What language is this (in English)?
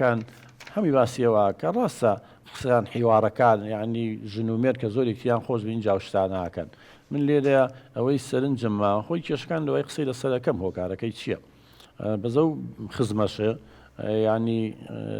Central Kurdish